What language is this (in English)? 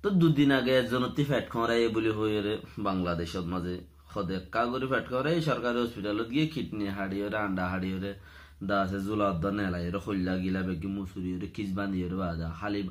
Rohingya